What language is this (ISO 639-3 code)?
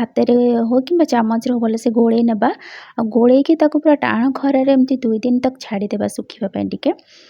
ori